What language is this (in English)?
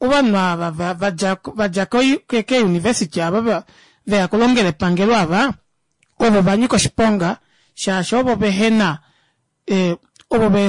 Kuanyama